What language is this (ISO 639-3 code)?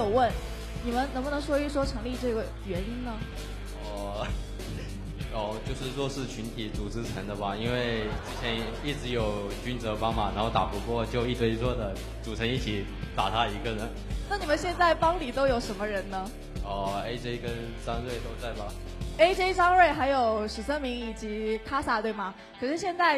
zho